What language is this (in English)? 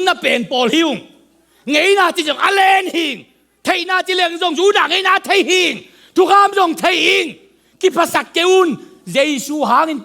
Tedim Chin